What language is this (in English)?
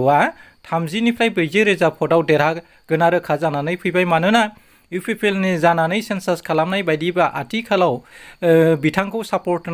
Bodo